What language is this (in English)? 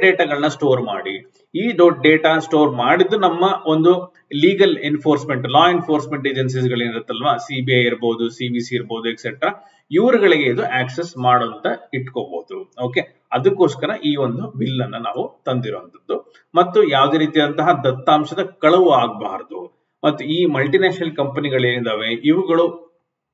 Kannada